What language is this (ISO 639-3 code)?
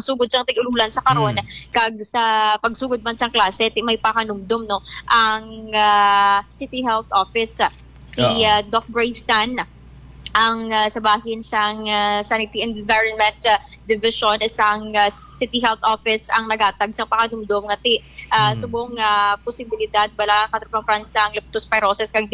hil